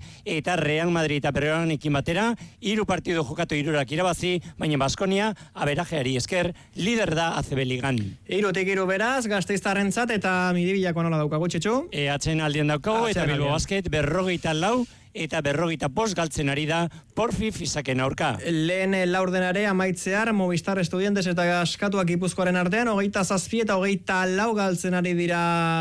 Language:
Basque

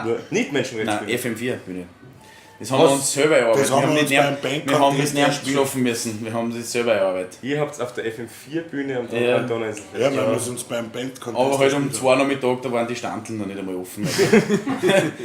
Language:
Bavarian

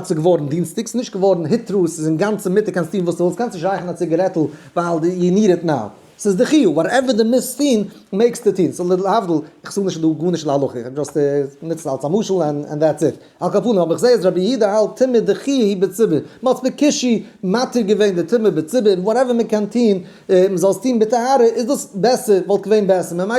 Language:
Yiddish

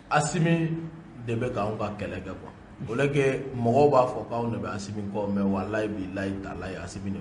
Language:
Bambara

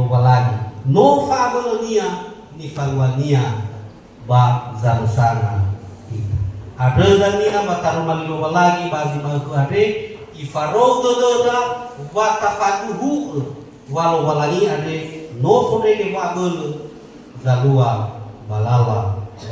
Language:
Nias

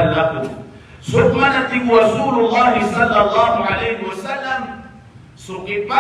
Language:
Maranao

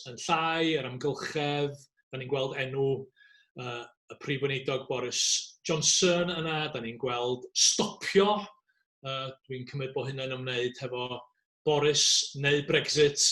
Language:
Welsh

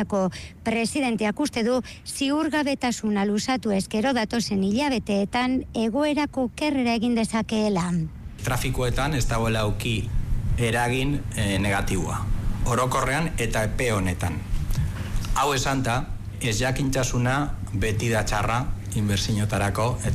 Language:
Basque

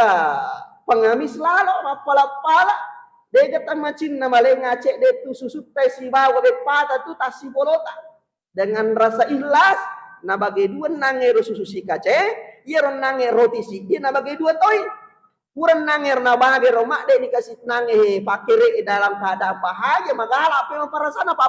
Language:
Buginese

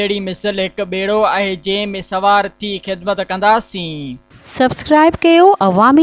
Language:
Sindhi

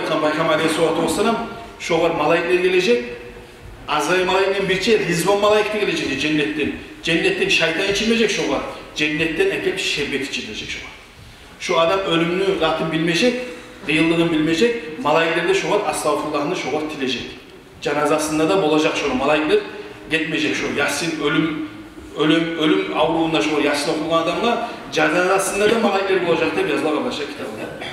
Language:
Kumyk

